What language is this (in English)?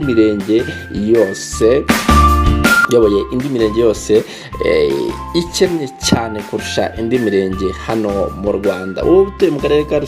Kinyarwanda